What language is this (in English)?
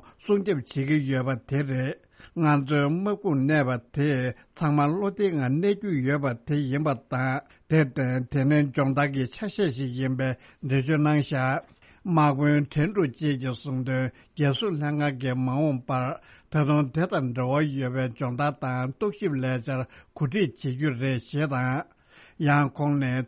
Tibetan